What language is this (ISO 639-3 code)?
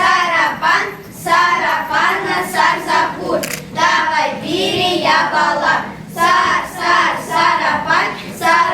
chv